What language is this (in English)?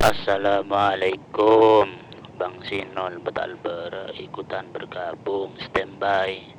Madurese